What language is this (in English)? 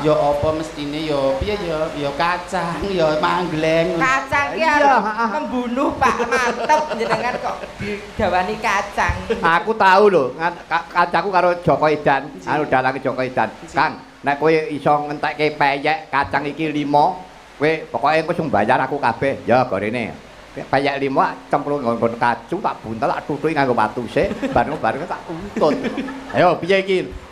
Javanese